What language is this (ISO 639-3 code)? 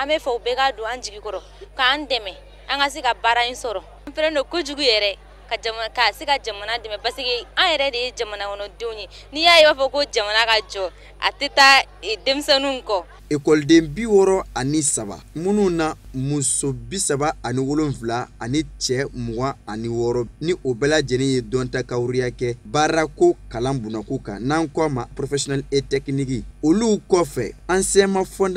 bam